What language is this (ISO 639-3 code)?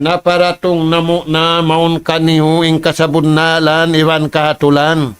tsg